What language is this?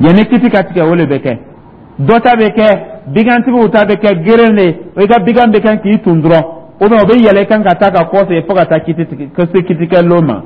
Dyula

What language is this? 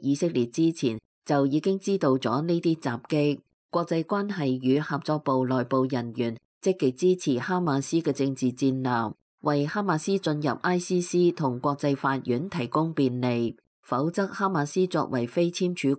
Cantonese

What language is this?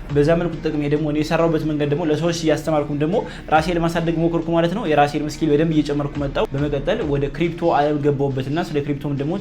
Amharic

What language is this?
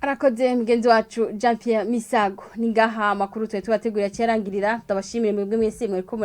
Rundi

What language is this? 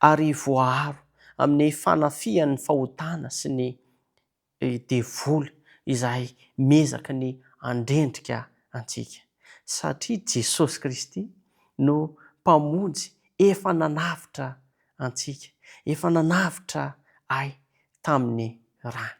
Malagasy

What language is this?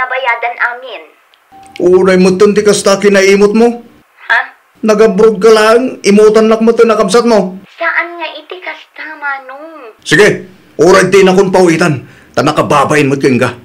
Iloko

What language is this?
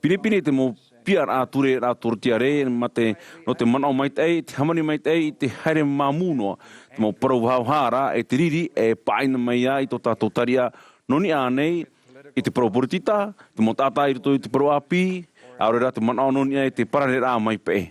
Tahitian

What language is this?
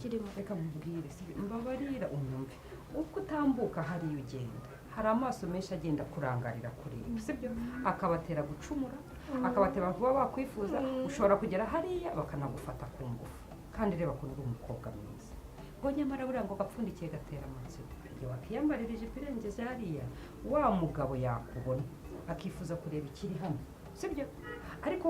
Kinyarwanda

